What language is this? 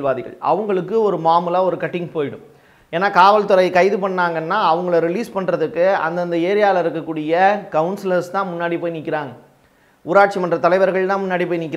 Tamil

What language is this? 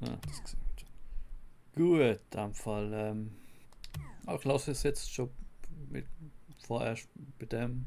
Swiss German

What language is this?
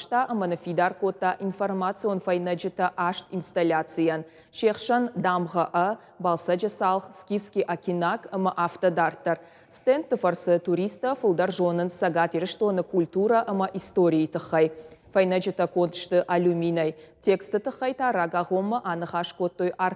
Ossetic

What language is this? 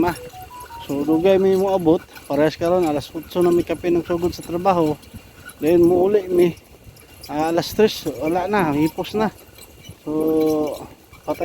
Cebuano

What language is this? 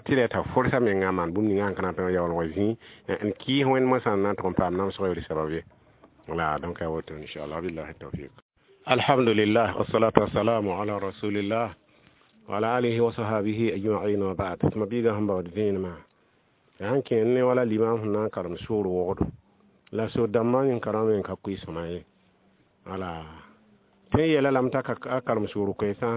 Mossi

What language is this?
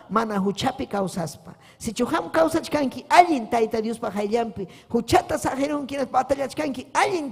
Ayacucho Quechua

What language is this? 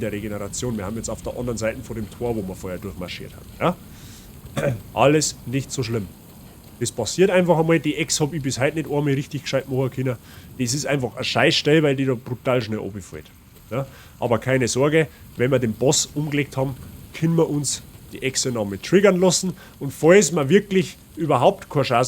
Bavarian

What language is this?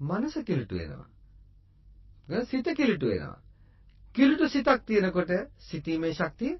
Sinhala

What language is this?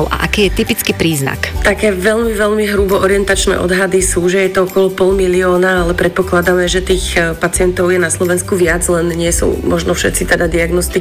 Slovak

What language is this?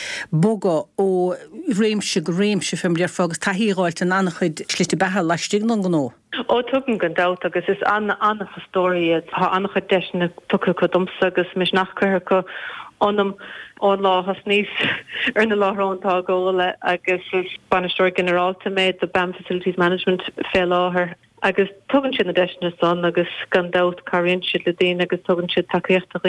Irish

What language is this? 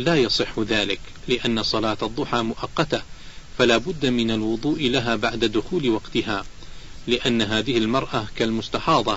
Arabic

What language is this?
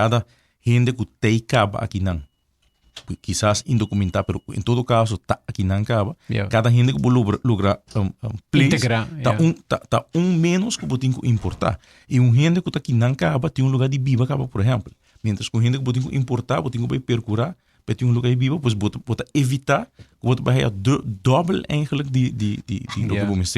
Papiamento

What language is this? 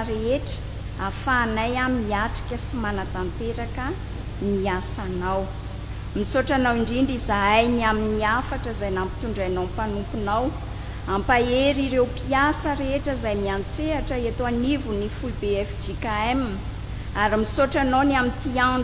Malagasy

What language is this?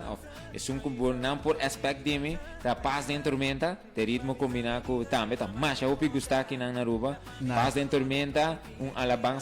Papiamento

